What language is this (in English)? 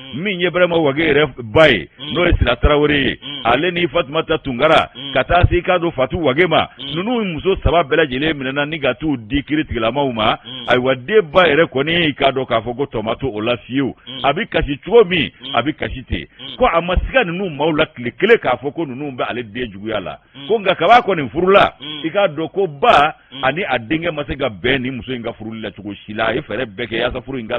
Bambara